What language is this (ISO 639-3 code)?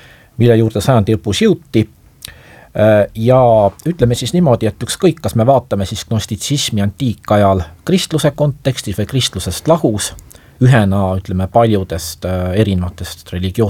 est